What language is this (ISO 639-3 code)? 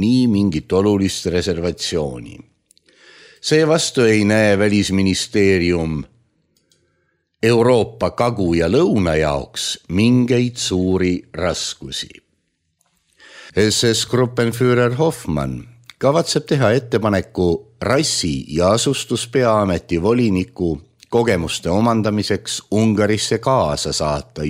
est